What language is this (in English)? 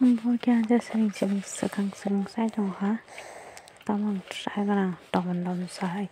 Kok Borok